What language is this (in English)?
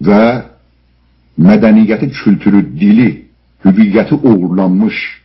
South Azerbaijani